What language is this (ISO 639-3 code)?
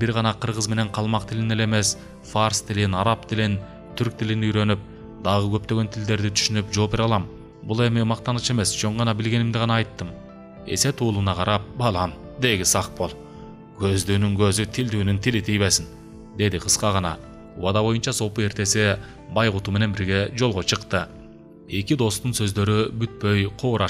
kir